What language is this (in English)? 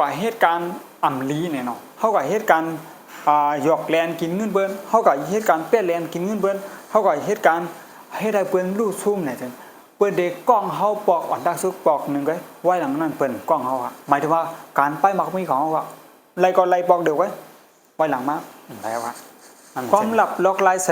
Shan